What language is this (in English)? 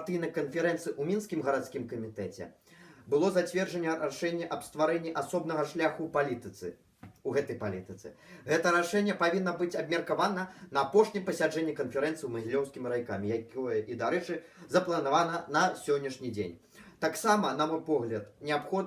Belarusian